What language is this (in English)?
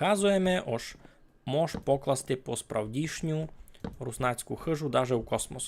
Rusyn